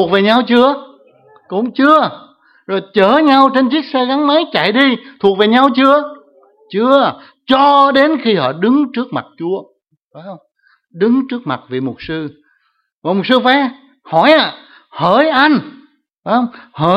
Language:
Vietnamese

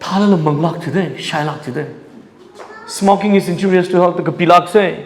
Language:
Tangkhul Naga (India)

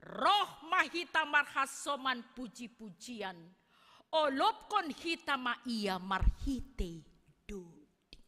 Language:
Batak Simalungun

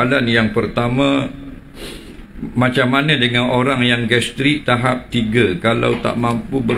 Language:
Malay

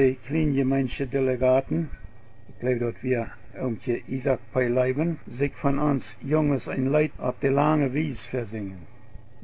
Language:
Plautdietsch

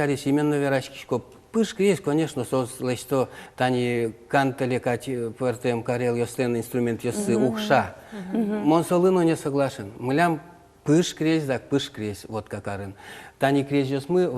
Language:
Udmurt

